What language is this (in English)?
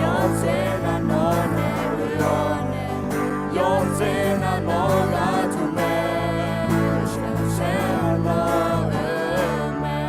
Akha